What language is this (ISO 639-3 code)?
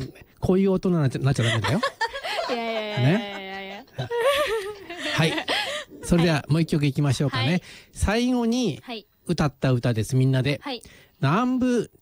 jpn